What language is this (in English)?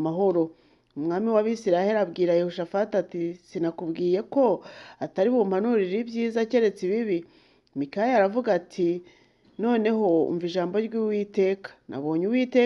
Kinyarwanda